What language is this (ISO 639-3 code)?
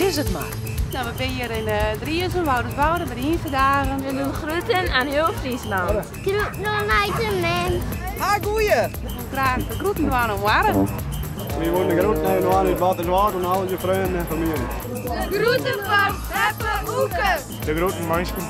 fry